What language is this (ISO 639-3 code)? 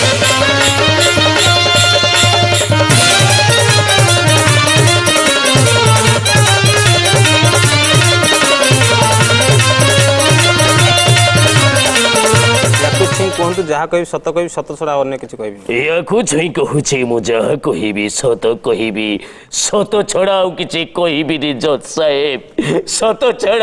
ori